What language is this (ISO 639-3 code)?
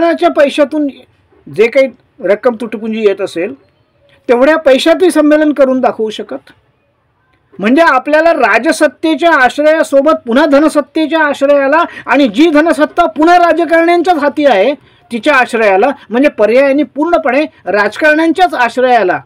mar